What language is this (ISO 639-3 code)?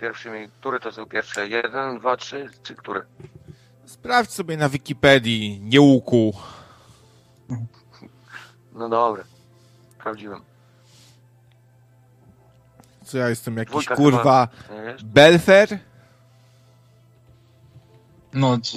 pol